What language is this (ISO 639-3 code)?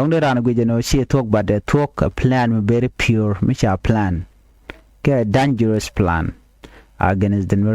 nus